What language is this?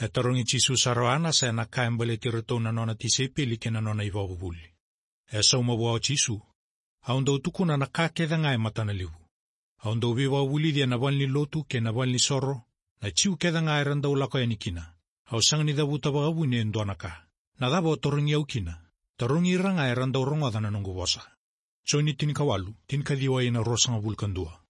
Fijian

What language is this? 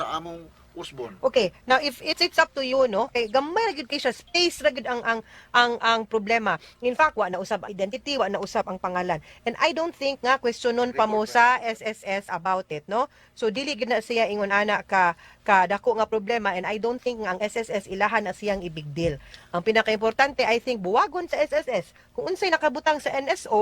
Cebuano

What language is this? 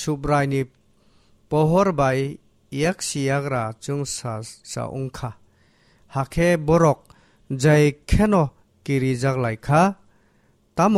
Kok Borok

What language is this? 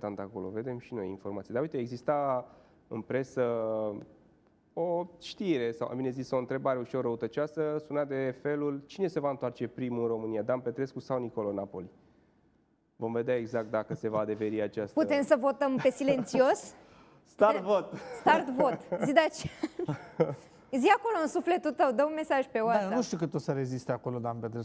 Romanian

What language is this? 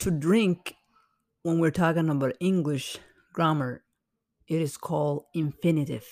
English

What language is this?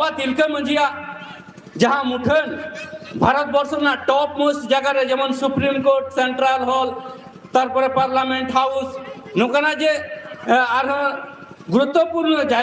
Santali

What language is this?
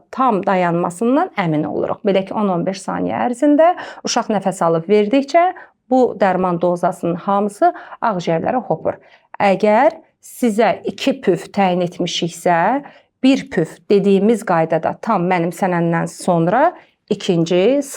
Azerbaijani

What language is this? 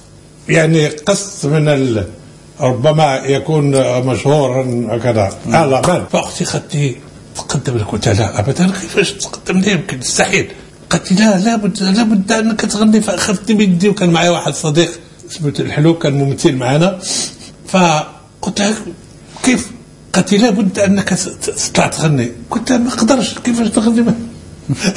Tunisian Arabic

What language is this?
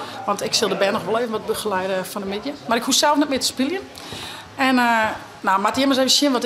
Western Frisian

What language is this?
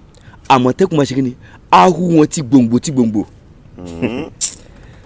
Yoruba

